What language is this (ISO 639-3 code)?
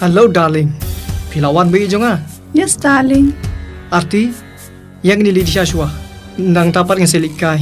kha